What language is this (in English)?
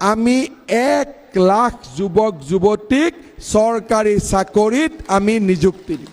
Assamese